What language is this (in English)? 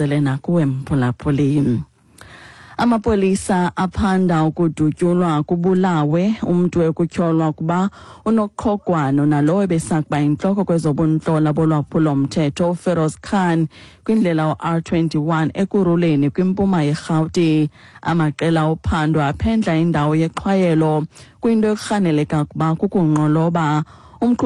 Xhosa